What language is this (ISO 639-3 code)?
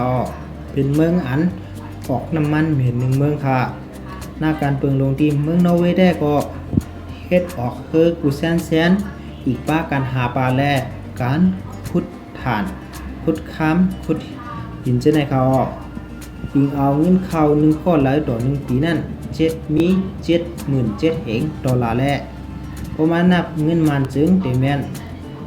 shn